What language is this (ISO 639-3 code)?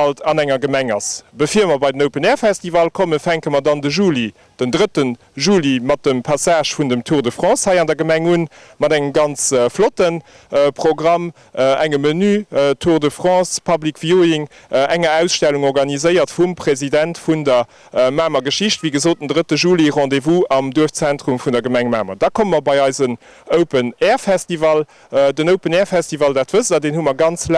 ltz